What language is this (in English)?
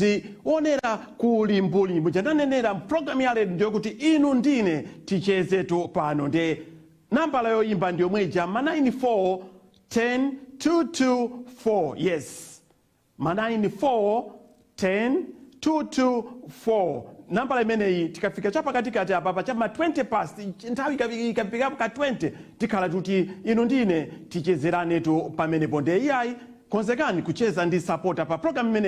Nyanja